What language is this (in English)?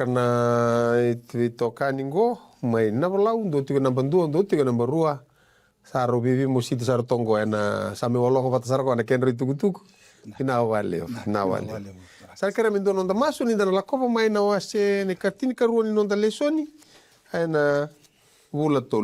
Fijian